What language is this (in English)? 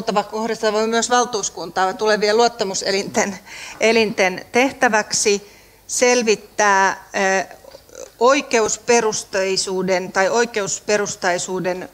Finnish